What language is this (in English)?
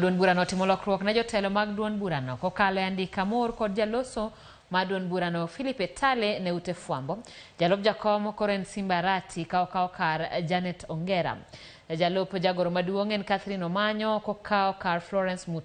Luo (Kenya and Tanzania)